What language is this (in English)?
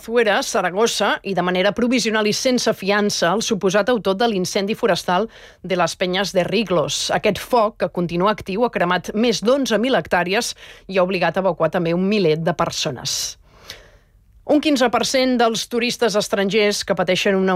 Catalan